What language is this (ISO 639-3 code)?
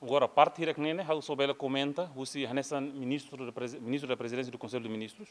tet